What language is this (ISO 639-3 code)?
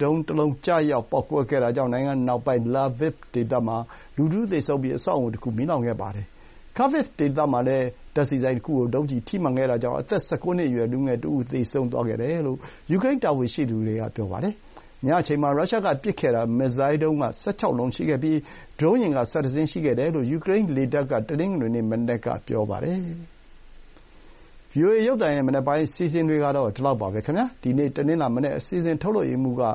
mya